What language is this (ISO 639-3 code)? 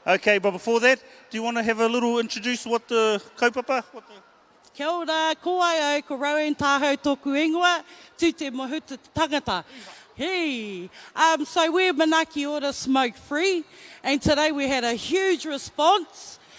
mri